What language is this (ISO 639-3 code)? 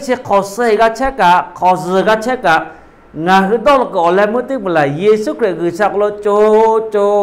lhu